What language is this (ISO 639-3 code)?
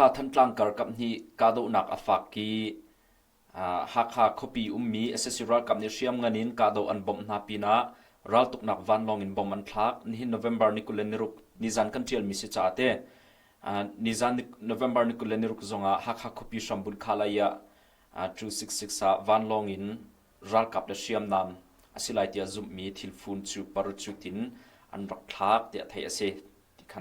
cnh